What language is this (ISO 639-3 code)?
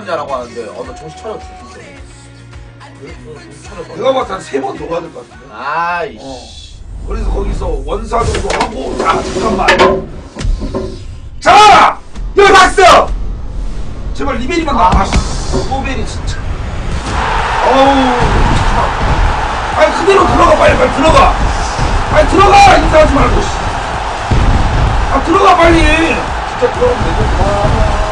kor